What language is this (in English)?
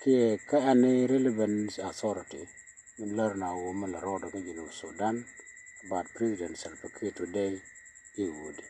Nuer